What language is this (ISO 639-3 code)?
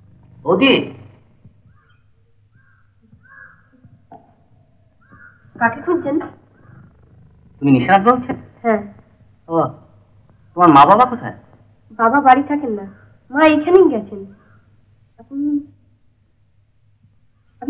ben